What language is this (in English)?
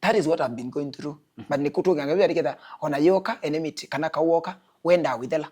Kamba